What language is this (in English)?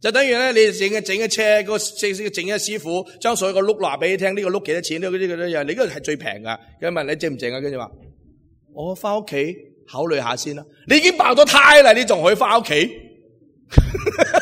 Cantonese